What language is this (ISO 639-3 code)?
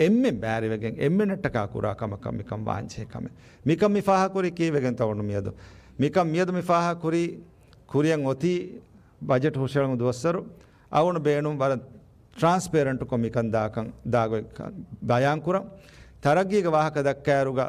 div